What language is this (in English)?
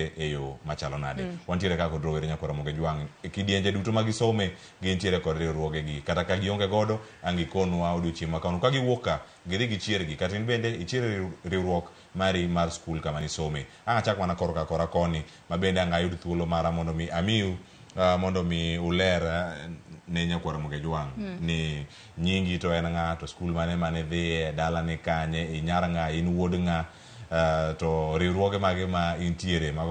Luo (Kenya and Tanzania)